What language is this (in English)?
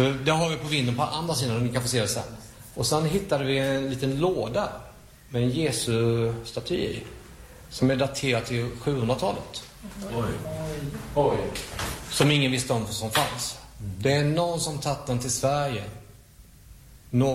Swedish